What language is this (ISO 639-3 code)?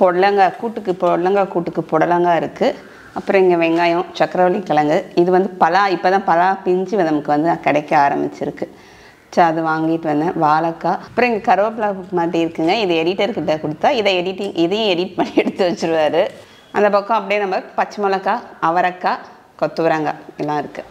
tam